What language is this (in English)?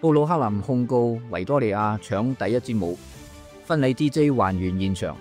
Cantonese